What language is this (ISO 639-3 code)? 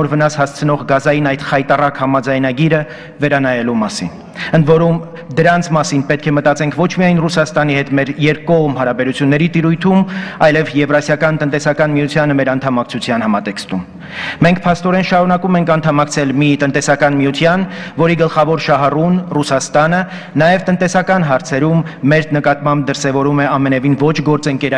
hye